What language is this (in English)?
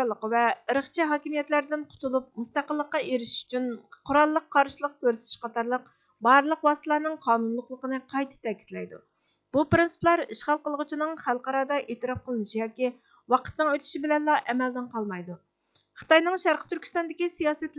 Uyghur